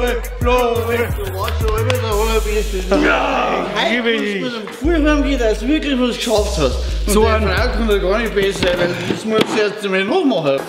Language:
Bavarian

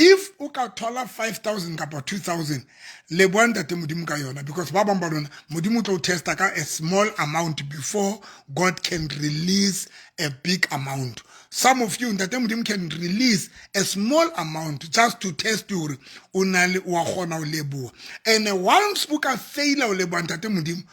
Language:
Southern Sotho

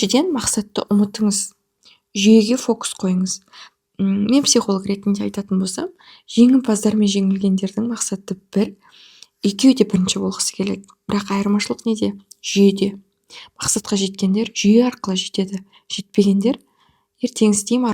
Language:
Kazakh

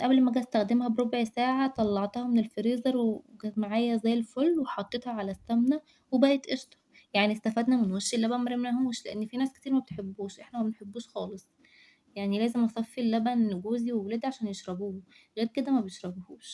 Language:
Egyptian Arabic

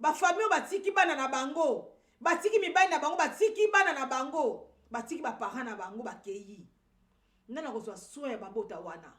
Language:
Lingala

